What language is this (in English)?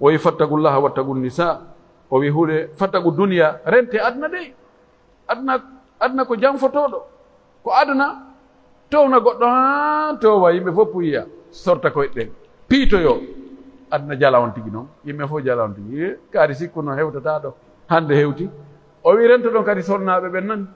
Pular